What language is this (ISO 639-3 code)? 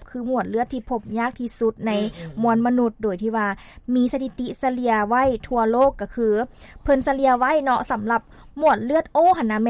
lao